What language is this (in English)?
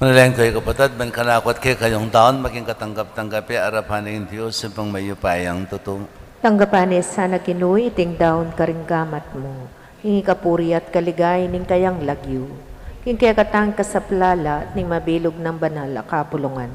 Pampanga